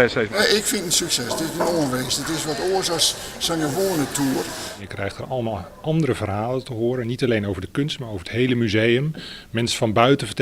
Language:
Western Frisian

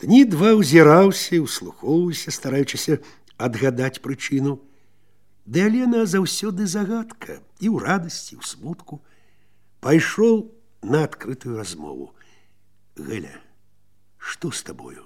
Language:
Belarusian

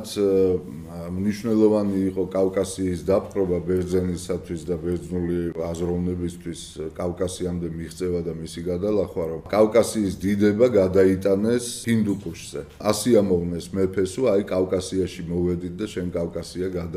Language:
Georgian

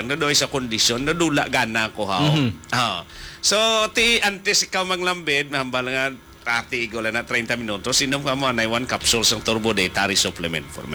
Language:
Hiligaynon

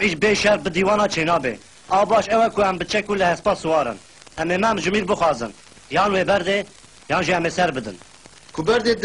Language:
Kurdish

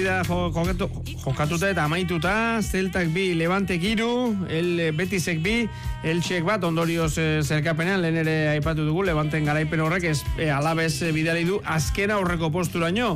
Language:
Basque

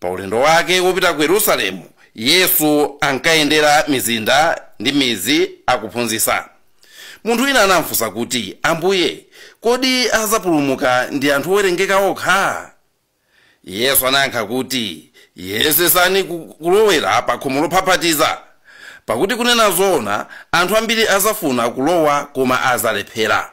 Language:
Nyanja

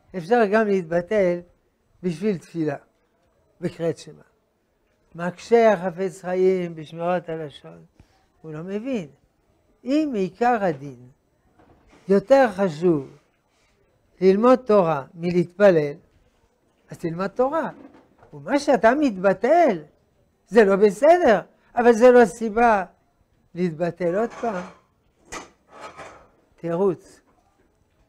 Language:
Hebrew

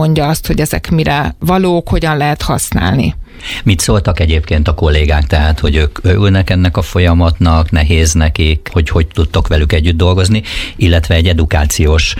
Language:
Hungarian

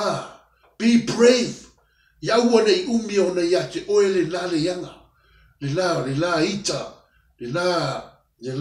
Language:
Samoan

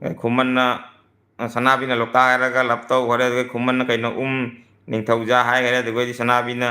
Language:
Manipuri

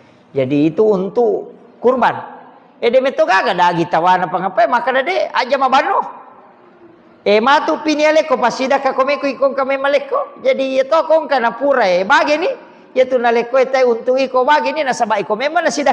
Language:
Buginese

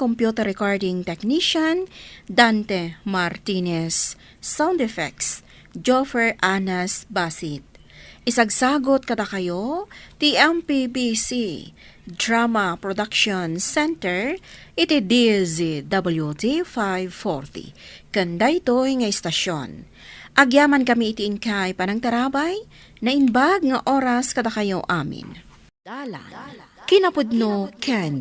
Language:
Iloko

